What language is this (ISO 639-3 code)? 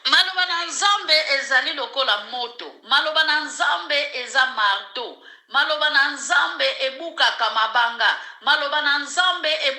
lin